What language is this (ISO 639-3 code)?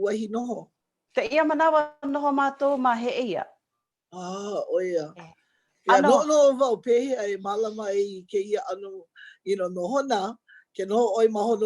haw